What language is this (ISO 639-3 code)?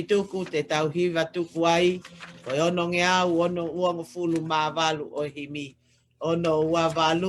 ton